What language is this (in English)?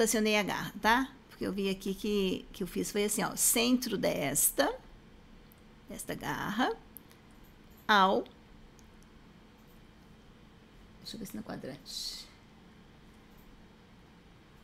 Portuguese